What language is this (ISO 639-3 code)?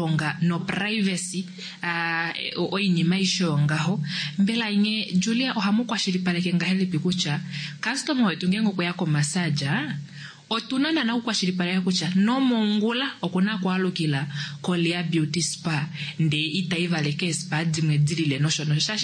kua